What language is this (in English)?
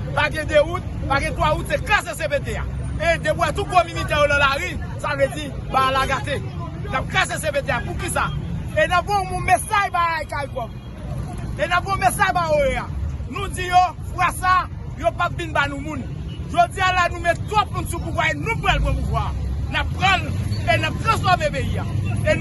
Haitian Creole